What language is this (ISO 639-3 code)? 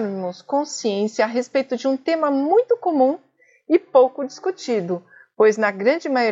por